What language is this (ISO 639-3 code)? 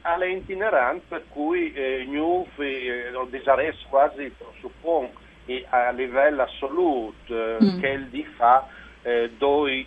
fur